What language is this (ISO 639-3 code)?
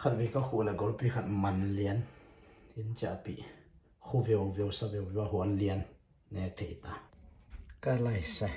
ctd